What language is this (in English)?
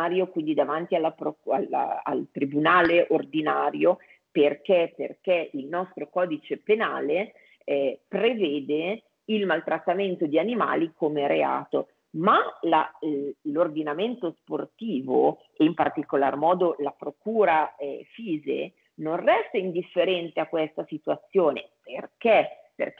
Italian